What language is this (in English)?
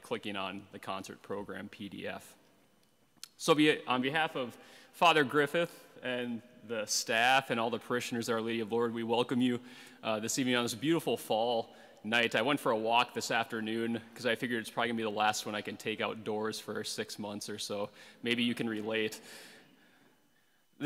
English